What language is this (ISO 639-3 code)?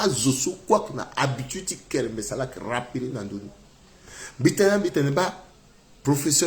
sag